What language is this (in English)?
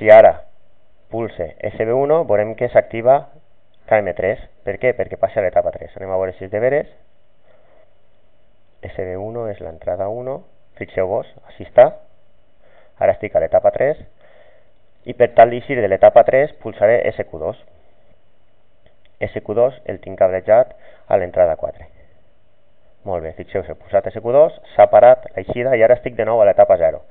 Catalan